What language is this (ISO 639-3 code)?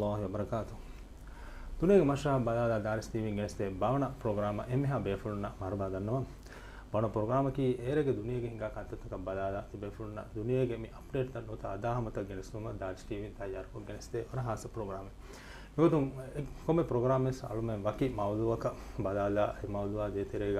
div